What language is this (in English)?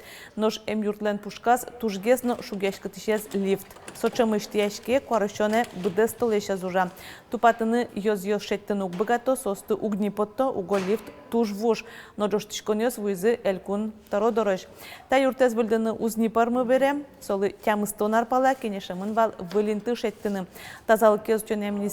Udmurt